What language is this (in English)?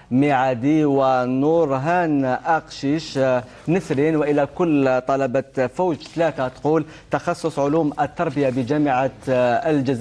Algerian Arabic